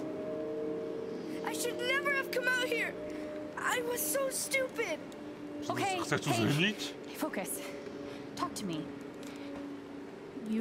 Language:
Slovak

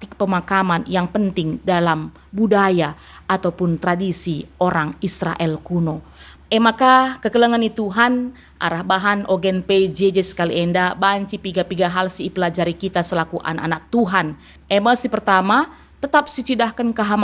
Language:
Batak Karo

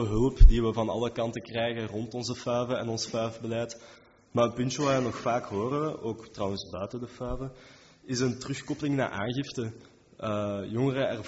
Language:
Dutch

